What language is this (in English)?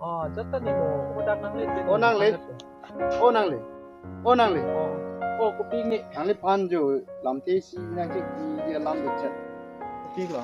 Karbi